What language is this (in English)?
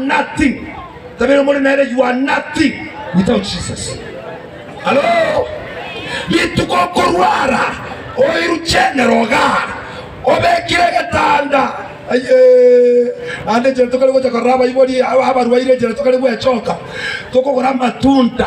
Gusii